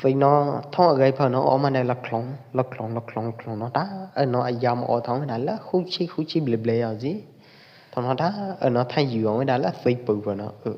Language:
Pwo Eastern Karen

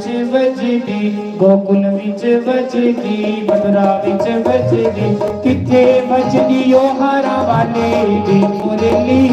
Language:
Dogri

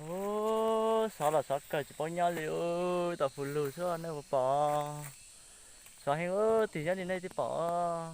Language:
Hmong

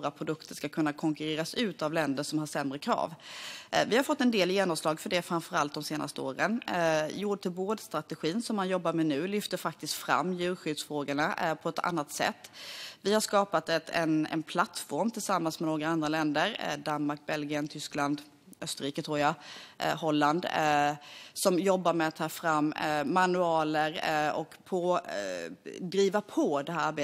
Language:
Swedish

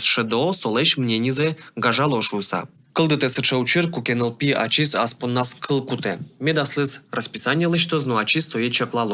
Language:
Udmurt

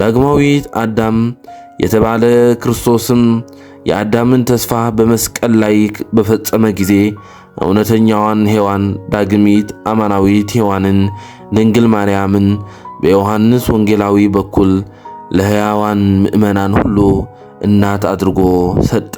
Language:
Amharic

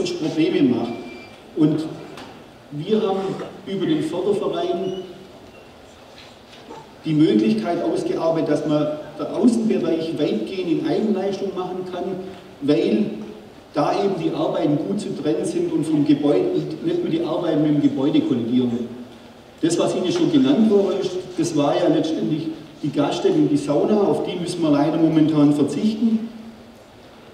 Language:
German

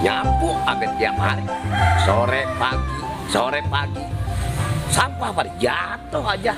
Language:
Betawi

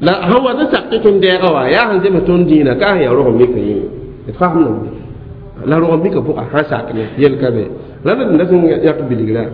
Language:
Mossi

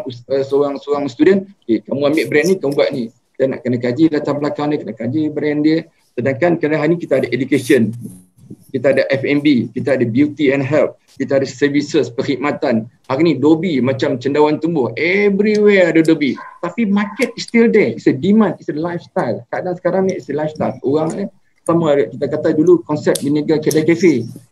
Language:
Malay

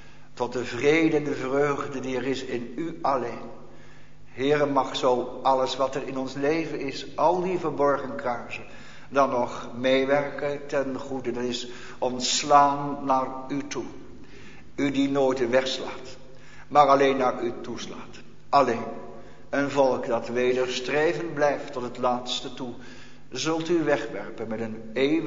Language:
Dutch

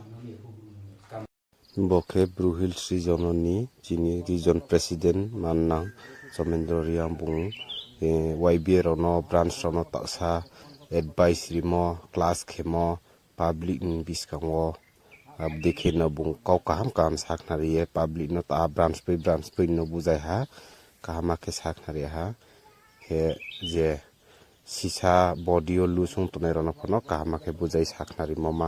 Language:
Riang (India)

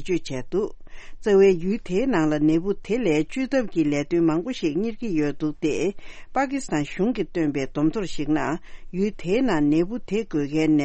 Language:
Tibetan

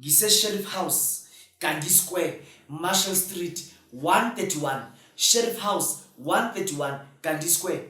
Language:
Zulu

